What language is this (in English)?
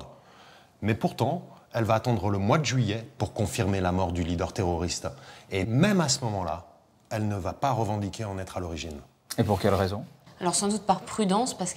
French